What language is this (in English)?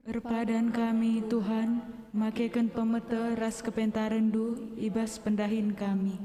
Batak Karo